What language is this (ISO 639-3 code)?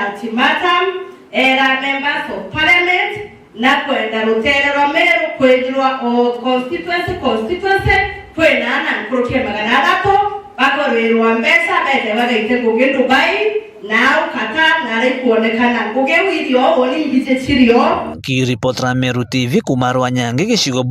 mer